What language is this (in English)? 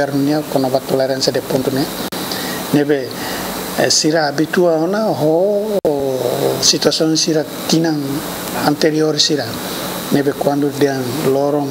Tetum